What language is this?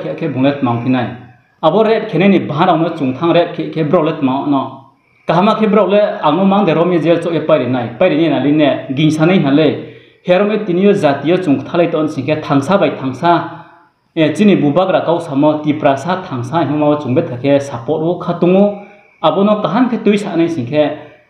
Riang (India)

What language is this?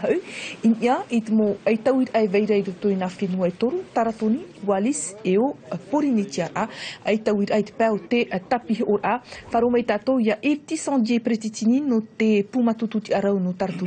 Tahitian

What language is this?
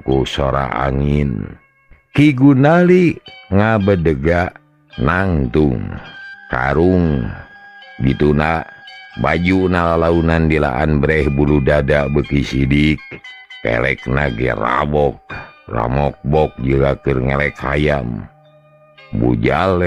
Sundanese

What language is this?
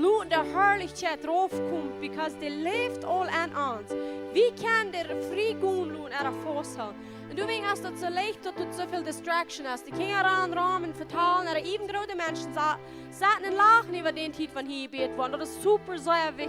Plautdietsch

